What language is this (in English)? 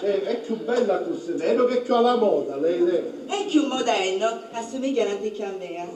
Sicilian